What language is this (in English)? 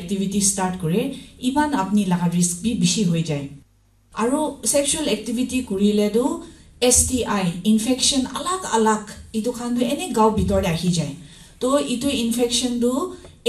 Naga Pidgin